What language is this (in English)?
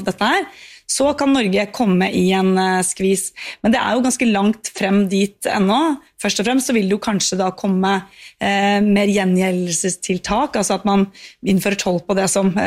Norwegian